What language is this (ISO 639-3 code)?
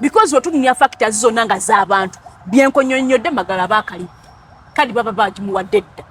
lug